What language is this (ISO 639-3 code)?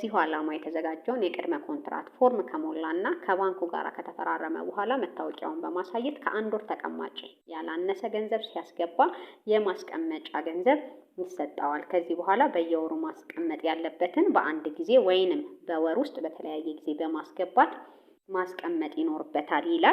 amh